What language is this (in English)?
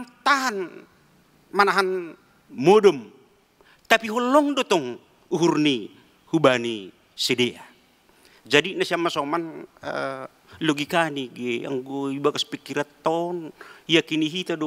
Batak Simalungun